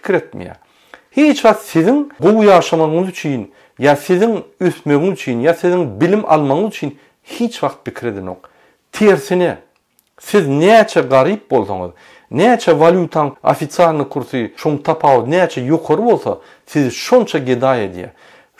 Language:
Turkmen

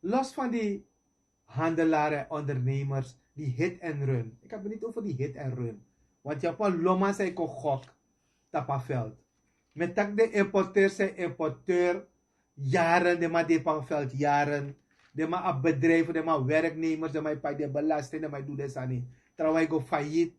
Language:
Sranan Tongo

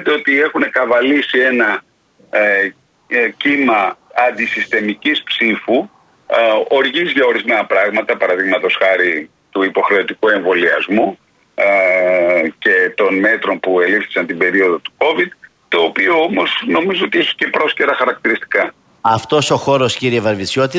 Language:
Greek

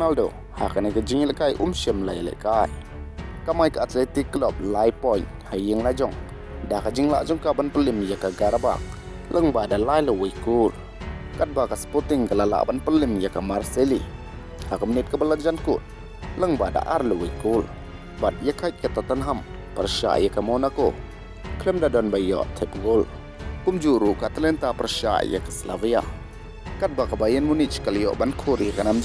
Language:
Khasi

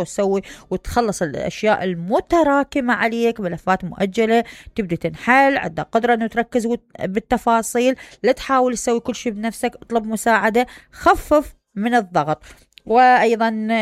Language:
Mesopotamian Arabic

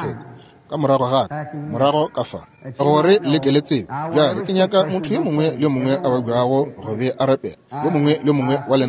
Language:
Northern Sotho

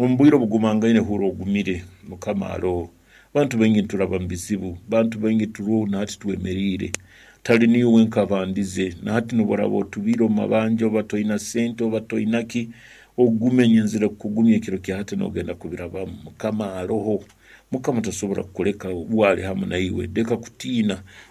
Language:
Nyankole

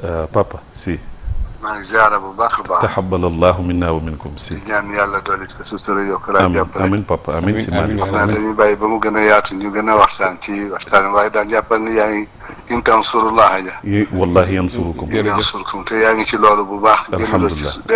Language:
Wolof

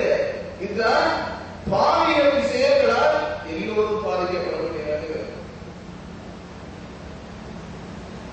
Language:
Tamil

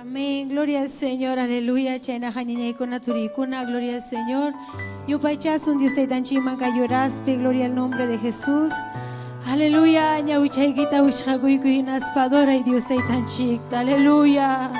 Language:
Ayacucho Quechua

